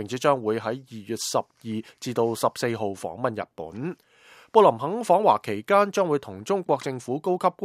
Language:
Cantonese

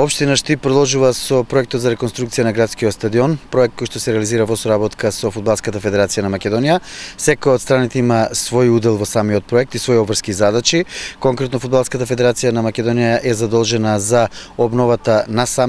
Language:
Macedonian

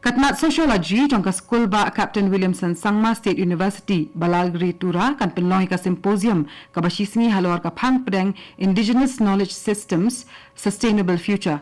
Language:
Khasi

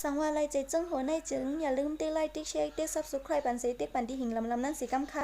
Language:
Shan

